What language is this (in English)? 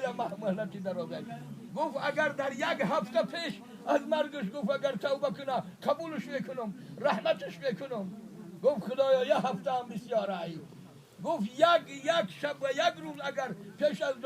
Tajik